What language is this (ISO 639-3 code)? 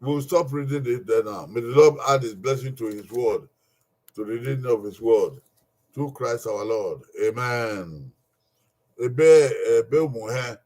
bin